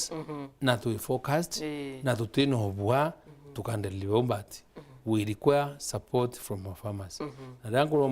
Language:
Meru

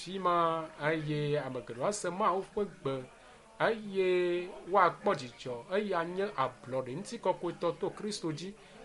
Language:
Ewe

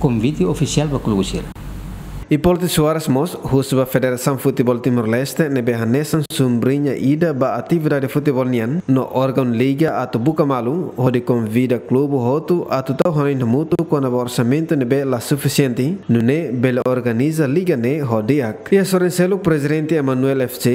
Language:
Tetum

